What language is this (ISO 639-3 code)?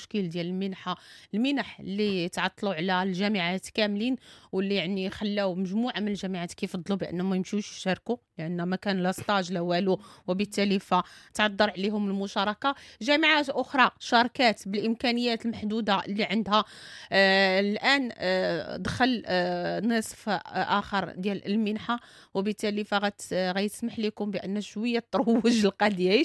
ary